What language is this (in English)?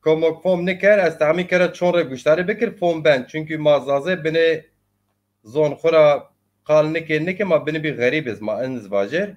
Zaza